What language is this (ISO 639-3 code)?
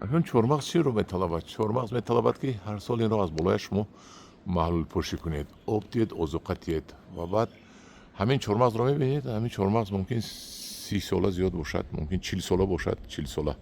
tgk